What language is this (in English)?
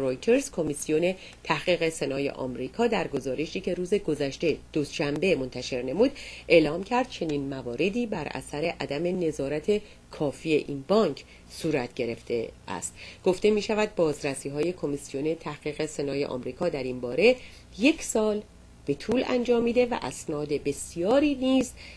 Persian